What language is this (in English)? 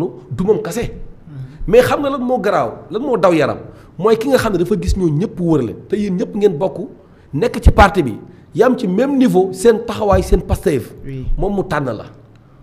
Wolof